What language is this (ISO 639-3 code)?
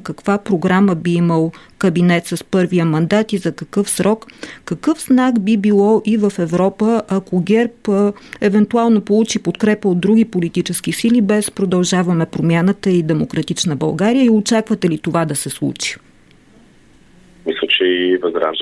bul